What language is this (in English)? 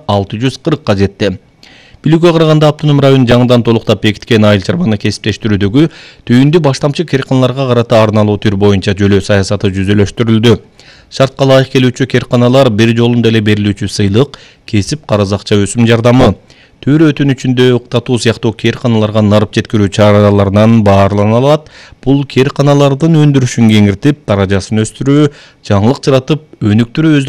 Kyrgyz